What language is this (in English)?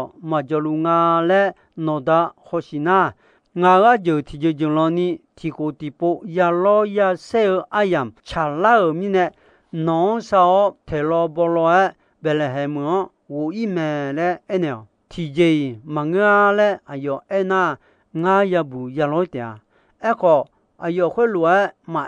Akha